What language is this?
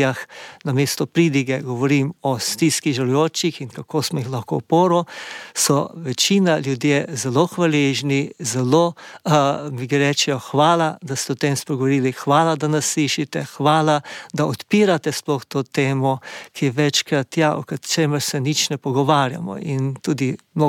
Slovenian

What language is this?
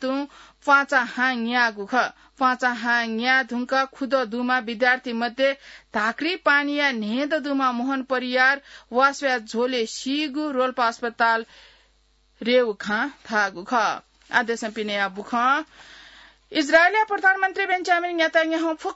Newari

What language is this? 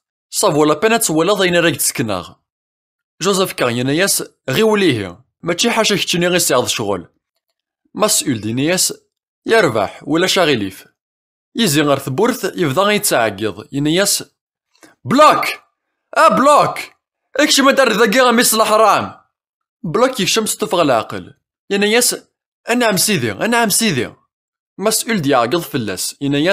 Kabyle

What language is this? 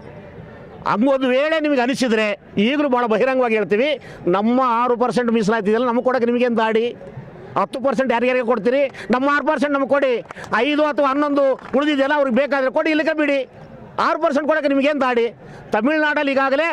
Kannada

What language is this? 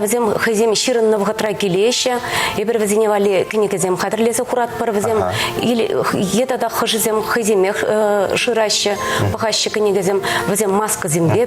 Chuvash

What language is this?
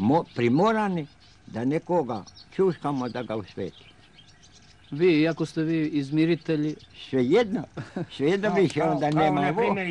Croatian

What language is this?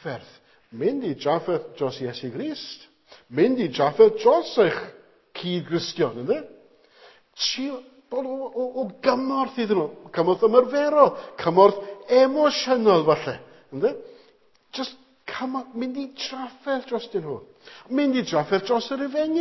Welsh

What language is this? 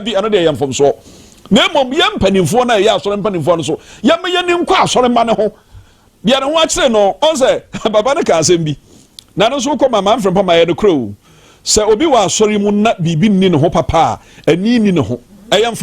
Akan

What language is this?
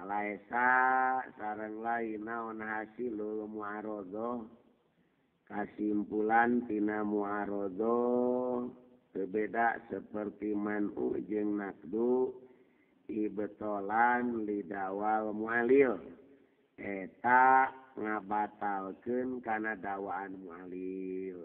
Sundanese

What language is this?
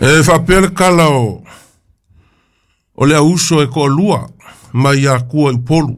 Samoan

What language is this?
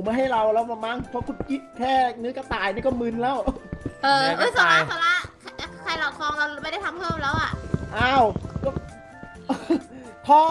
Thai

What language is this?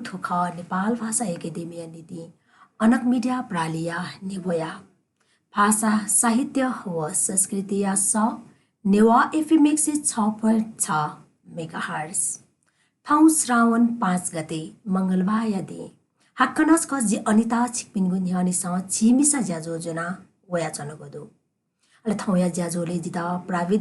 Newari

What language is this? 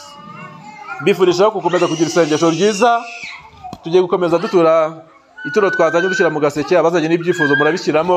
Kinyarwanda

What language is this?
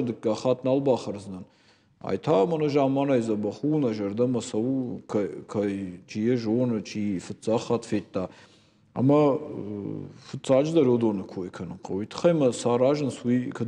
Ossetic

